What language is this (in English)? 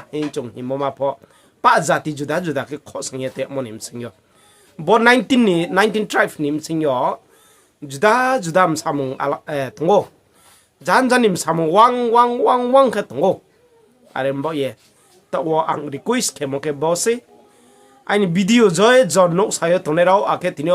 Riang (India)